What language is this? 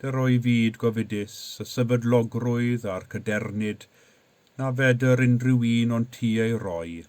Welsh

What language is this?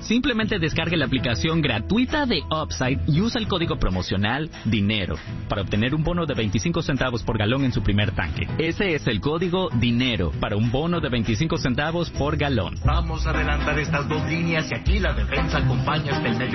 Spanish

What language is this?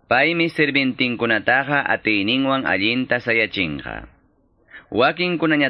Quechua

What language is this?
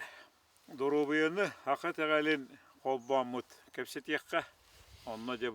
Yakut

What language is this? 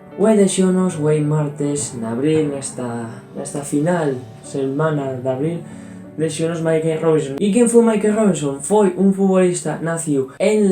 Asturian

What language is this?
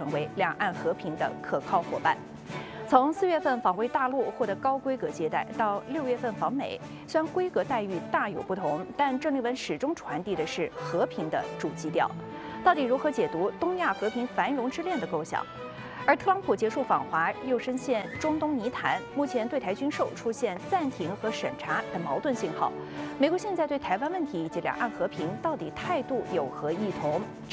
Chinese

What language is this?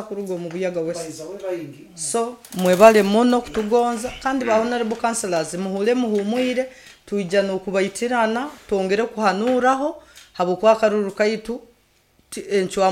Nyoro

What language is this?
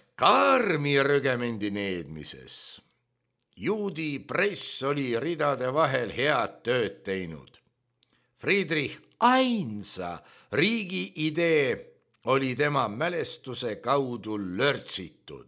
Estonian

